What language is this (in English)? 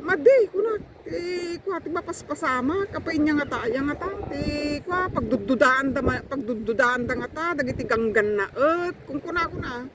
Iloko